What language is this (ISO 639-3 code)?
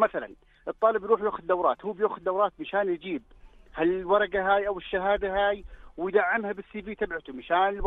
apc